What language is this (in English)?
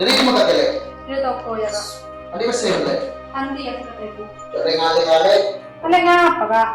Madurese